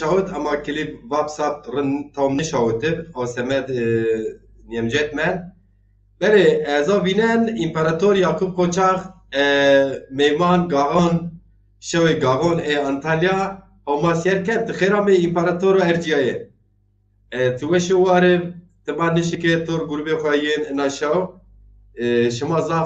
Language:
Zaza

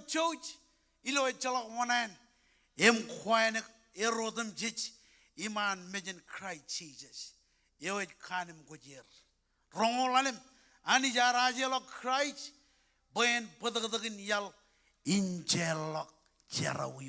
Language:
Marshallese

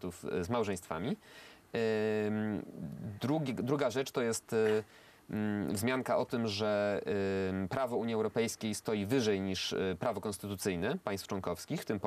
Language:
Polish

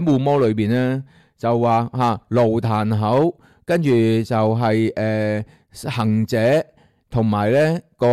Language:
Cantonese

